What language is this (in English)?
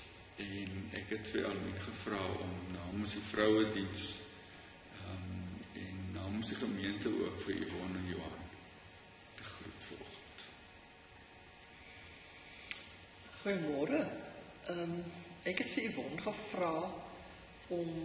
Afrikaans